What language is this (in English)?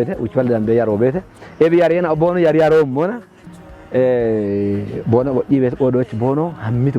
Kafa